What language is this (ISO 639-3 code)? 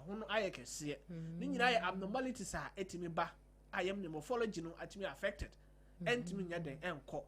aka